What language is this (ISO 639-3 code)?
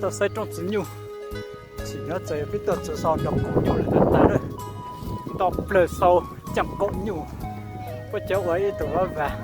hmn